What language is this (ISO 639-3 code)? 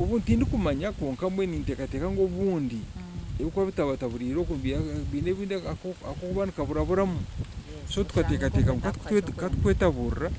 nyn